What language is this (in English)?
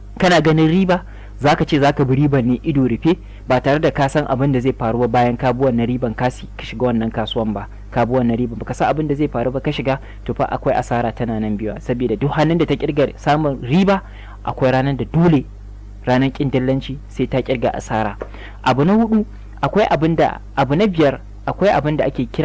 Hausa